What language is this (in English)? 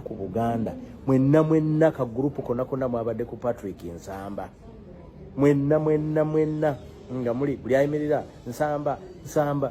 Ganda